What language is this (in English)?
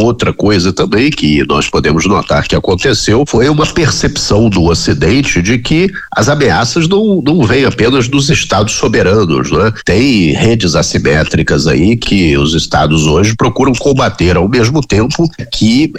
Portuguese